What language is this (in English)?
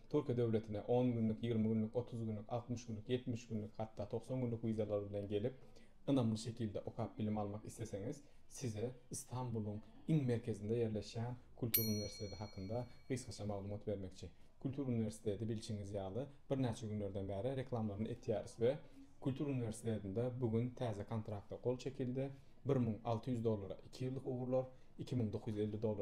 Turkmen